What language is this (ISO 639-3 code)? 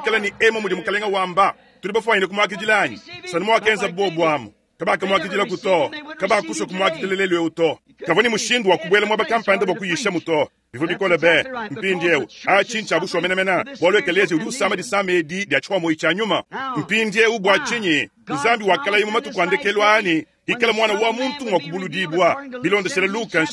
lua